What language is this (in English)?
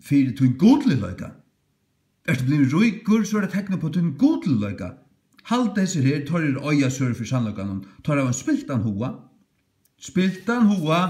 Faroese